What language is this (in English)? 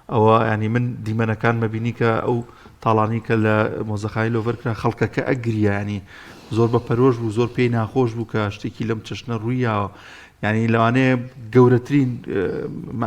Central Kurdish